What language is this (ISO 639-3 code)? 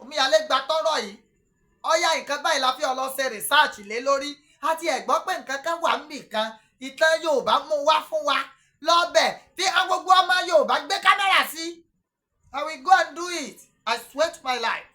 yor